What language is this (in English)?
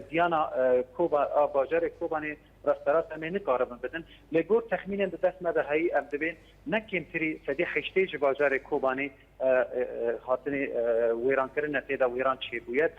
Kurdish